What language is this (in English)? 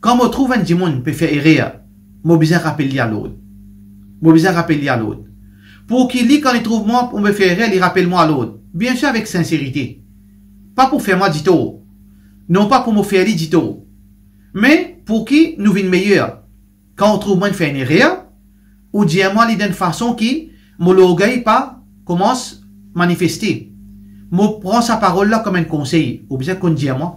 Morisyen